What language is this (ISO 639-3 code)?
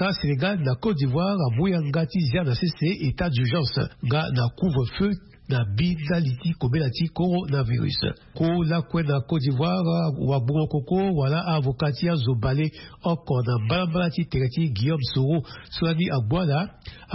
sag